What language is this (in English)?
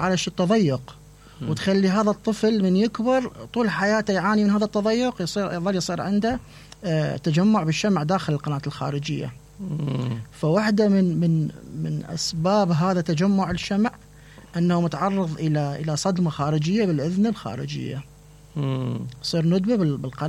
Mesopotamian Arabic